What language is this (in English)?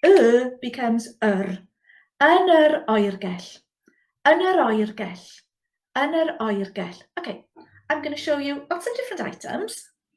Welsh